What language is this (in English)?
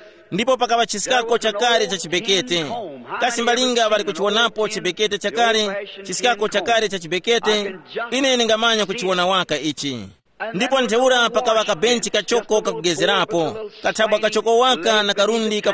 Tumbuka